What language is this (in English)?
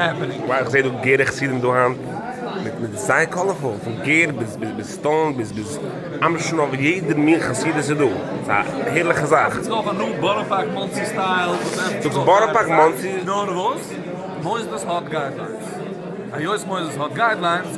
Yiddish